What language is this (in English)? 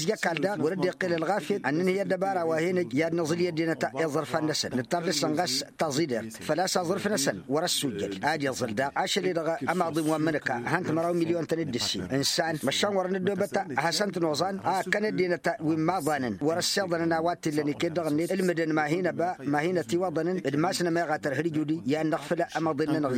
Tamasheq